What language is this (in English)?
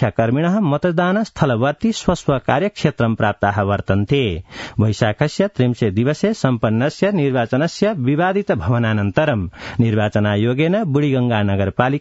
Sanskrit